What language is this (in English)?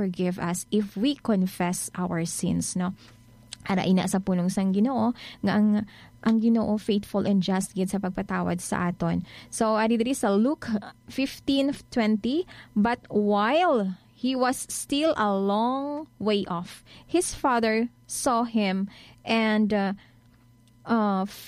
Hiligaynon